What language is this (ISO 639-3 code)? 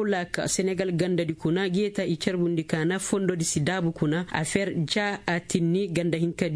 ses